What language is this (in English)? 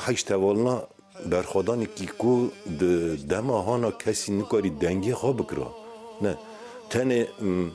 Kurdish